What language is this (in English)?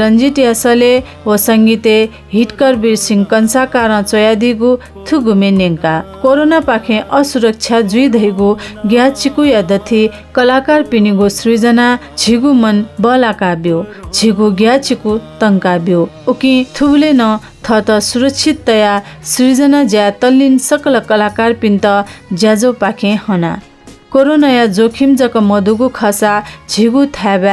Newari